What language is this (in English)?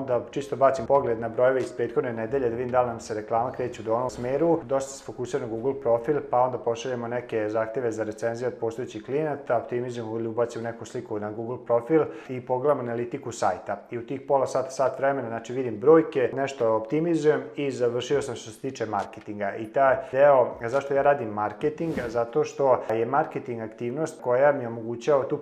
Serbian